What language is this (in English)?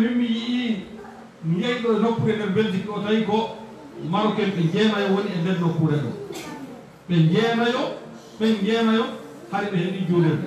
Fula